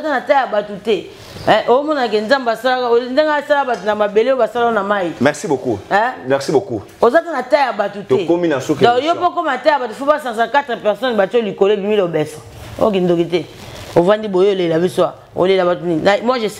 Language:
Lingala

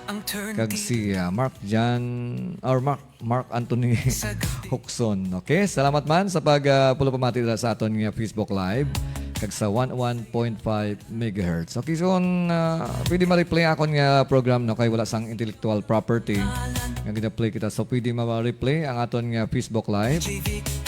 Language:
Hiligaynon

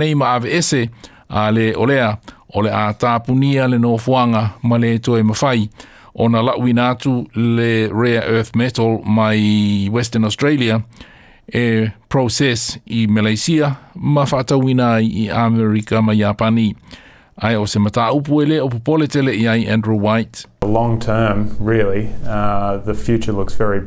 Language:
Samoan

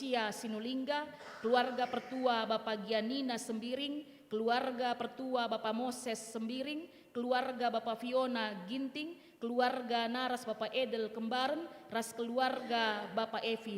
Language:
Batak Karo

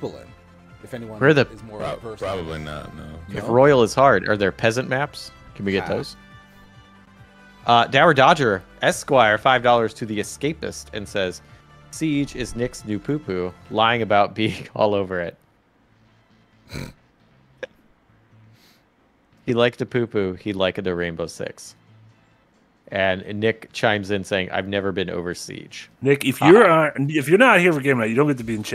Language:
English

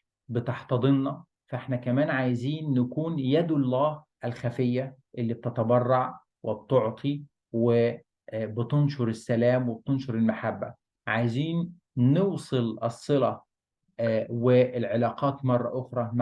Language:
Egyptian Arabic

